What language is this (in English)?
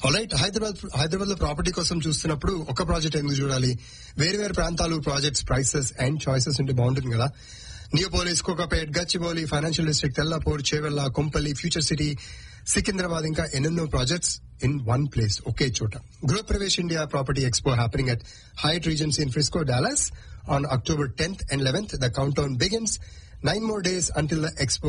Telugu